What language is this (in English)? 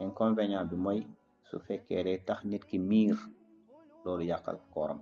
Wolof